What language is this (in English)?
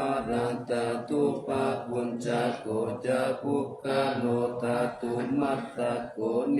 Pali